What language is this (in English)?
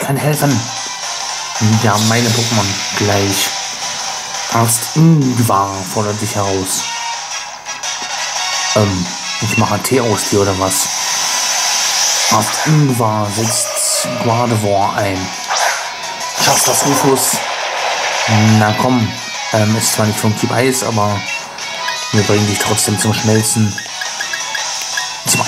German